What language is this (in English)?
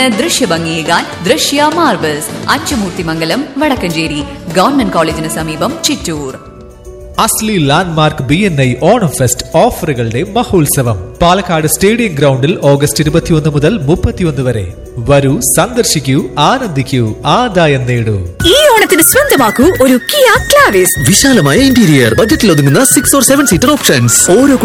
Malayalam